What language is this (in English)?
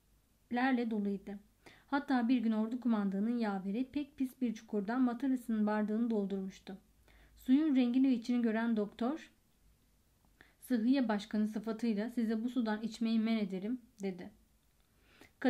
Turkish